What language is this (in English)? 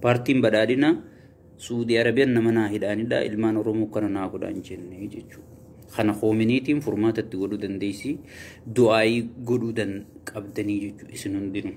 Oromo